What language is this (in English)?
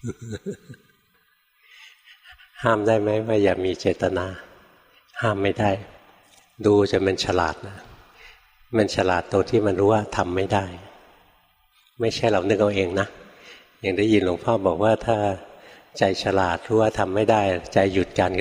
Thai